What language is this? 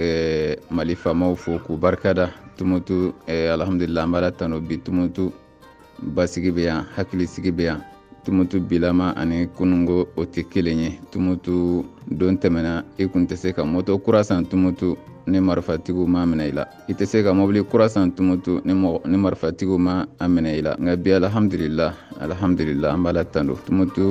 Bambara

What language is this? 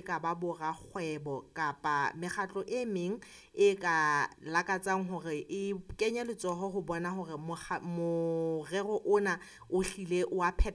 Southern Sotho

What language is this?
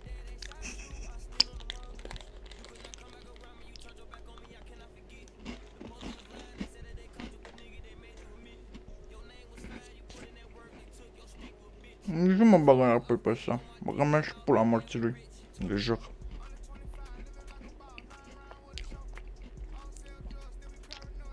Romanian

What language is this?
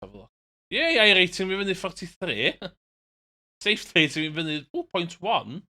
Welsh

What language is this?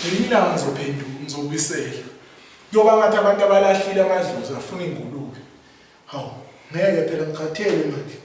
Zulu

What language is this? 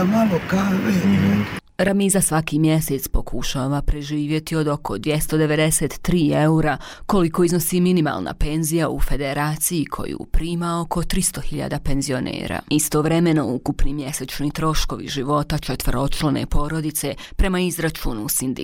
Bosnian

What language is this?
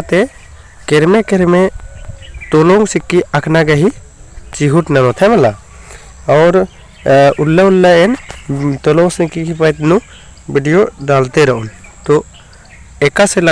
Kurukh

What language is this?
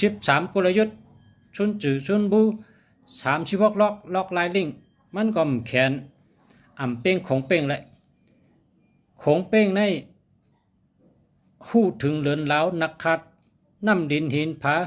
Shan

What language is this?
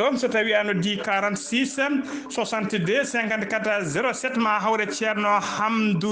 Fula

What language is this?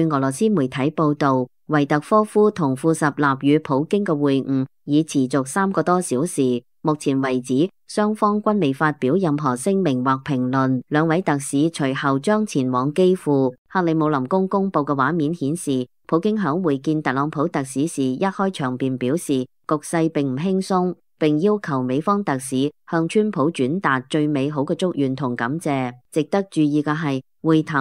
Cantonese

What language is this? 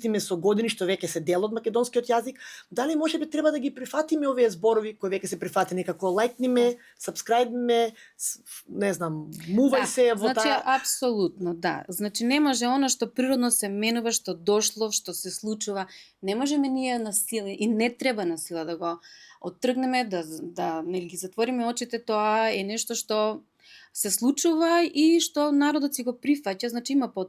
Macedonian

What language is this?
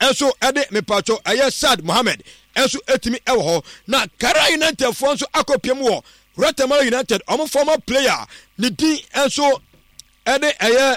Akan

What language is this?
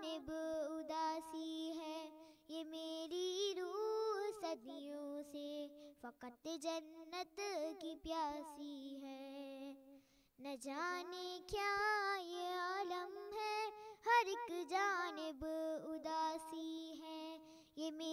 Urdu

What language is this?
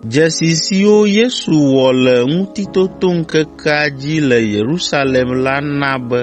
Ewe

